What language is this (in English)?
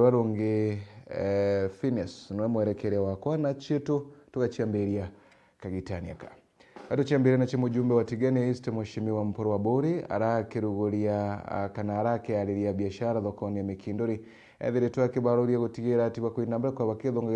Meru